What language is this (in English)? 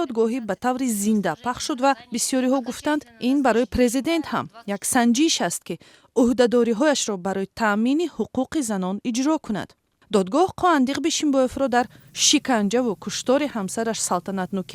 Tajik